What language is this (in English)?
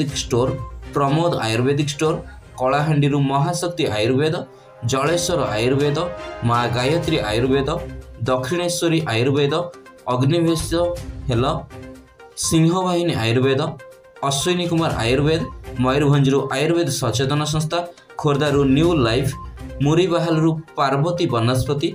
Odia